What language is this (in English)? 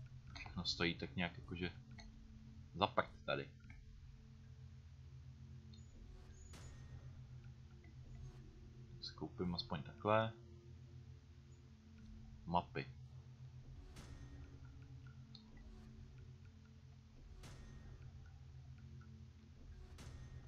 Czech